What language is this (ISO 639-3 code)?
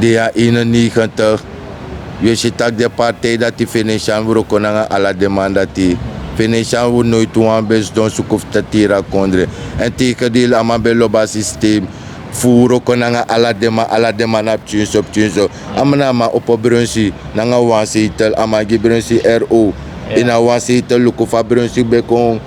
srn